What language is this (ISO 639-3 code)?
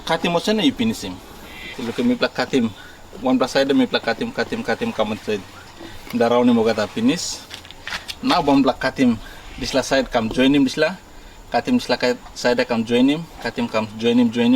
tpi